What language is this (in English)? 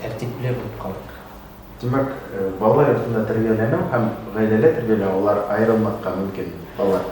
Bashkir